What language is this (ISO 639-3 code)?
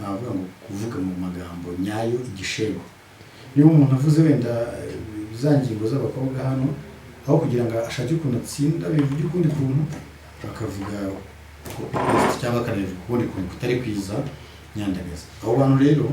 kin